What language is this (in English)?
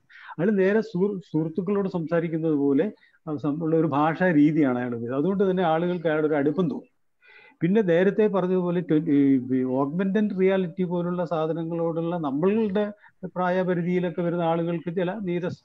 Malayalam